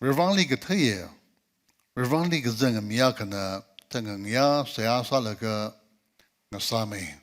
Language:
Tangkhul Naga (India)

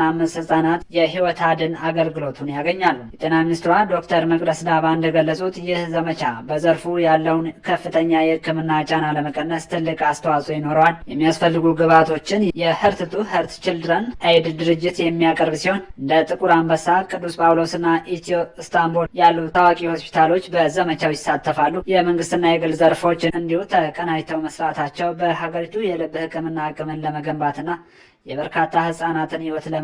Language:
Amharic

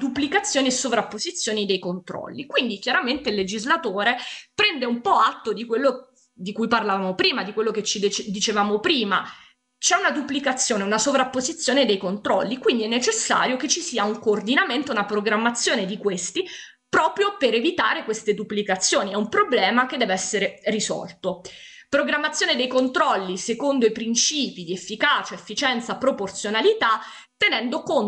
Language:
Italian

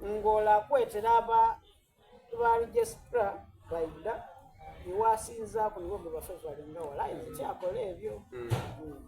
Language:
Soga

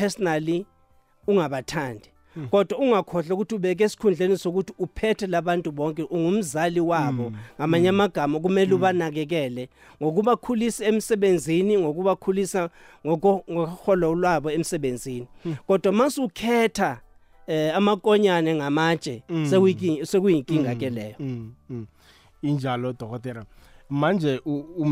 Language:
South Ndebele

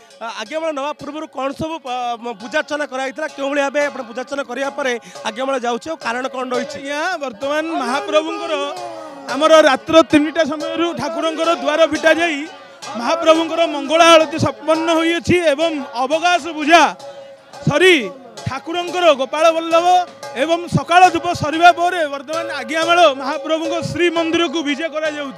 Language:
Odia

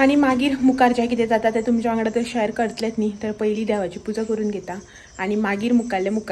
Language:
Konkani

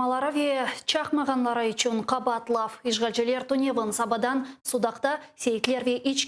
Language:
Crimean Tatar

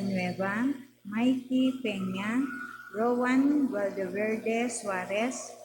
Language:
Pampanga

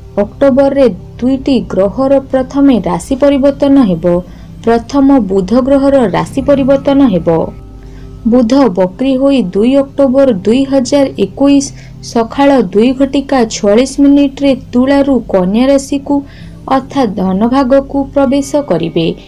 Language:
Odia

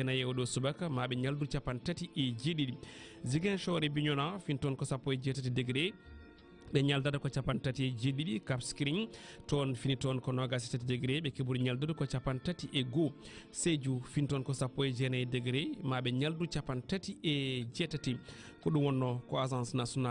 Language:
Fula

